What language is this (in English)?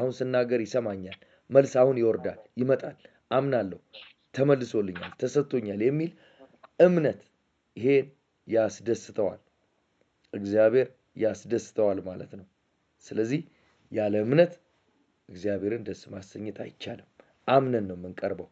Amharic